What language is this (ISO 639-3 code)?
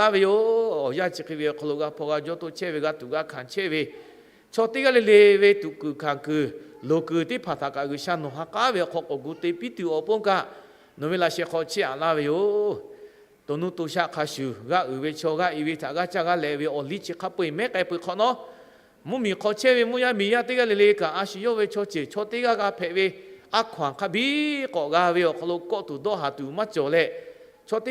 lhu